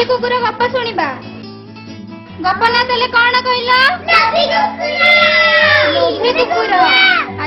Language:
Odia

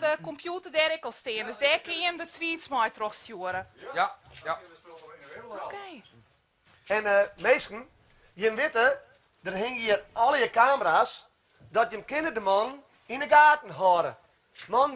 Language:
Western Frisian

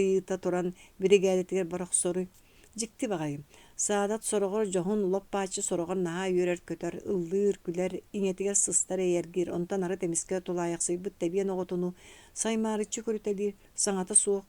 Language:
Yakut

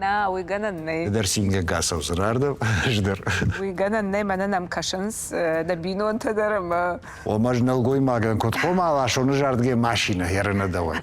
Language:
Ossetic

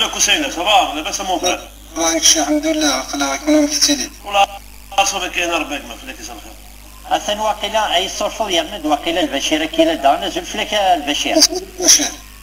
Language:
Kabyle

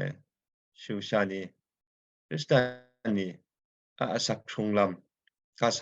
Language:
Kachin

